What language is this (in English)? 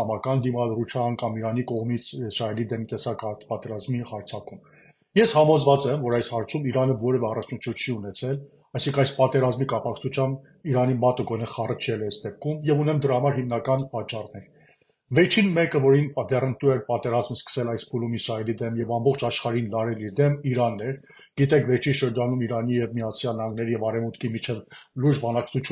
Armenian